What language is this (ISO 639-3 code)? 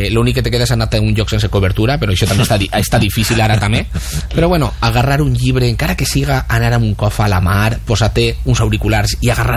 cat